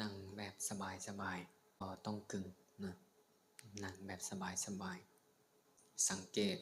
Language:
Lao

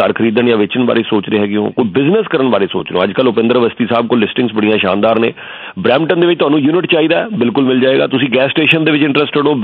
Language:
Punjabi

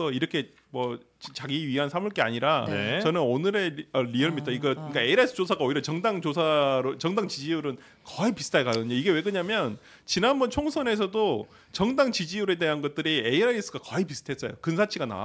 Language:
Korean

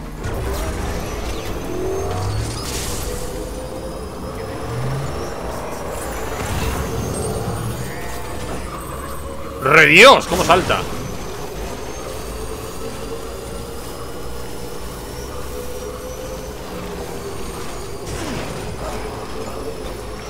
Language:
Spanish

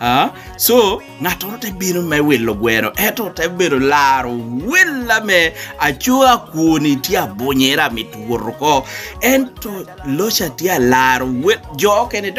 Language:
Lango (Uganda)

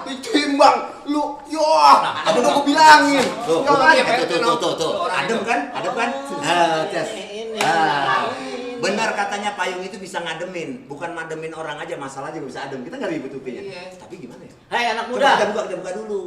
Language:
Betawi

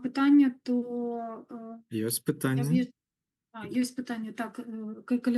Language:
Belarusian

